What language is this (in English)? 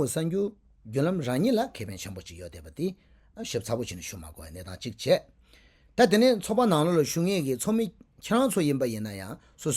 Tibetan